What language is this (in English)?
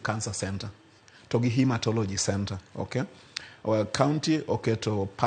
Luo (Kenya and Tanzania)